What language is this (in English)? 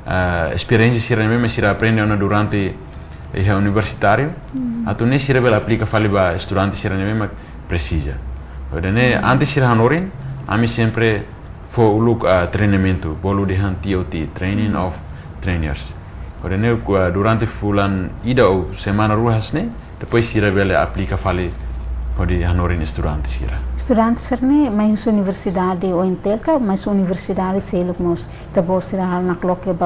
Tetum